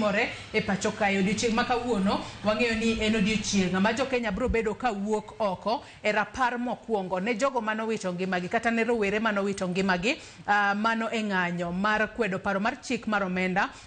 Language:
Luo (Kenya and Tanzania)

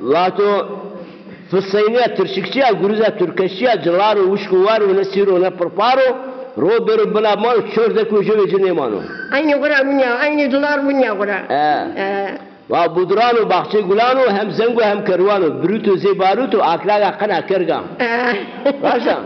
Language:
Zaza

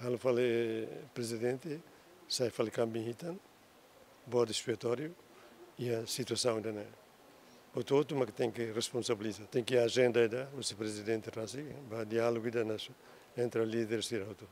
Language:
Tetum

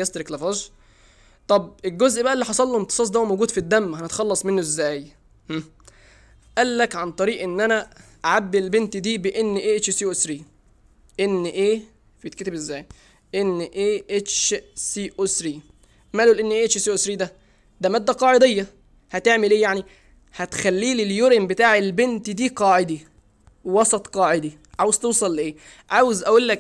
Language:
Egyptian Arabic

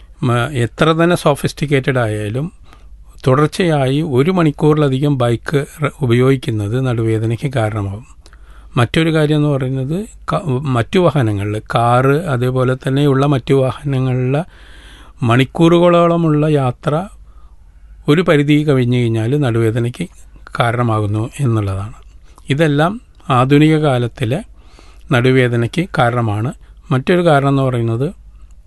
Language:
Malayalam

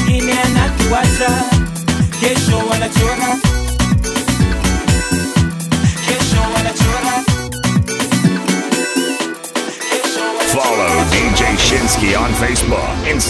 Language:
Swahili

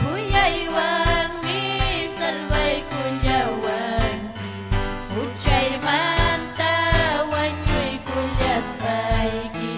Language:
Ayacucho Quechua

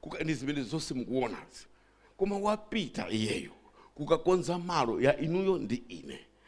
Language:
Nyanja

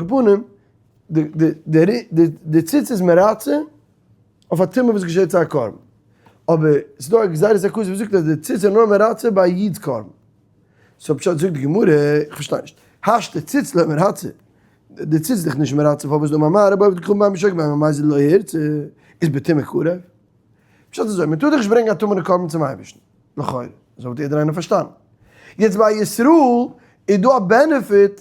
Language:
Yiddish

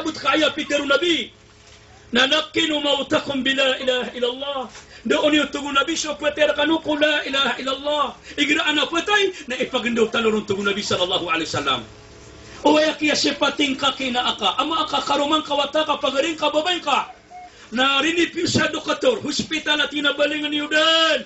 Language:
Maranao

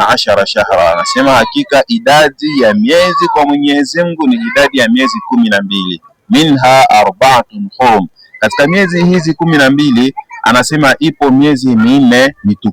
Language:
Swahili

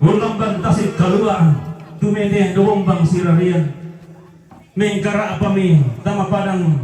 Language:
Toraja-Sa'dan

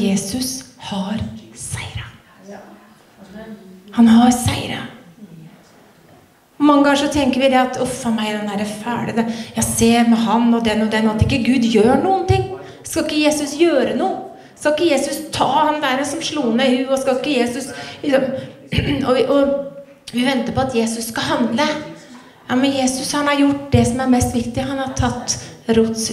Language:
Norwegian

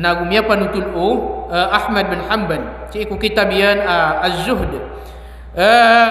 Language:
Maranao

